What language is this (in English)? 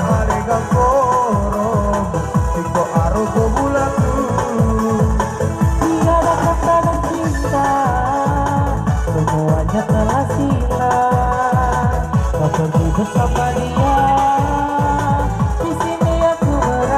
Indonesian